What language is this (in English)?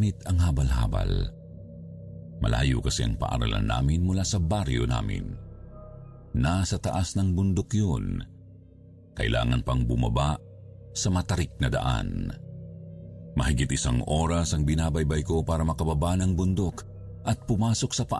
Filipino